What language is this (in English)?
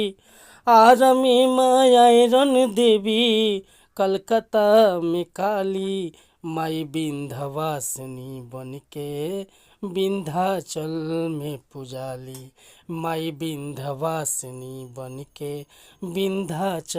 Bhojpuri